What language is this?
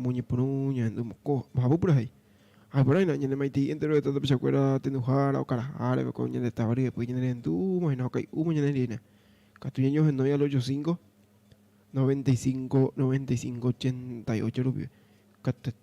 Guarani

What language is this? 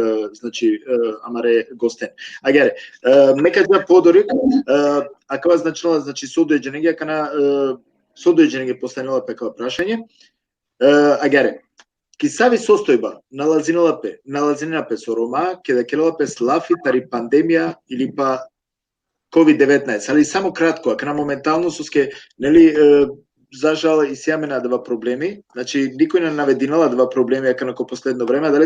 Balkan Romani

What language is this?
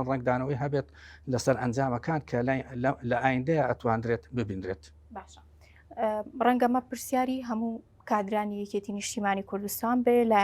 Central Kurdish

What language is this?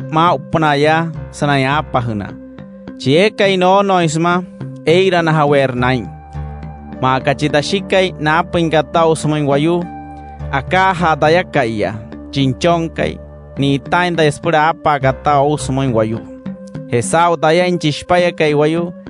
Wayuu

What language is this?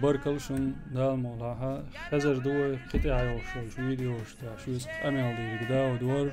Chechen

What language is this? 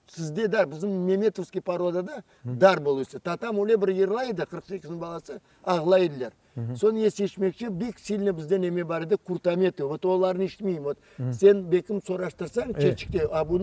Crimean Tatar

